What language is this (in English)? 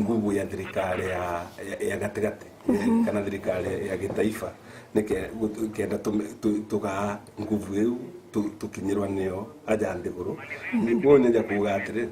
Meru